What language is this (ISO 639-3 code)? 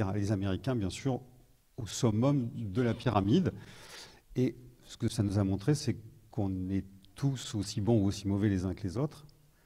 fra